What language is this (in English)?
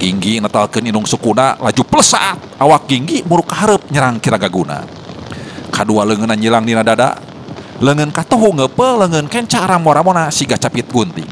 Sundanese